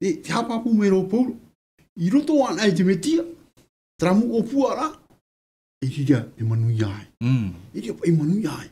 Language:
Tahitian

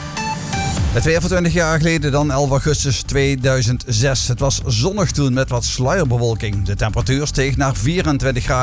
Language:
Dutch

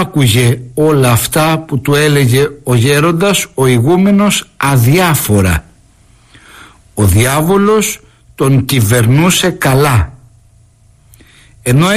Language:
Greek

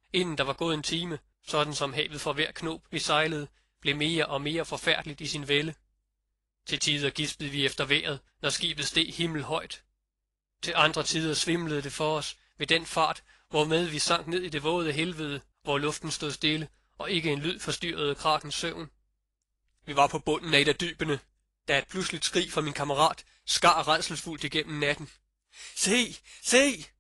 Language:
Danish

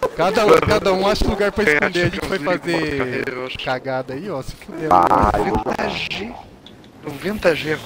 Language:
Portuguese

